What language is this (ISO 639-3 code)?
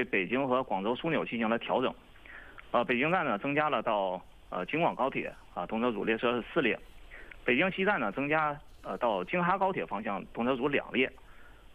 zho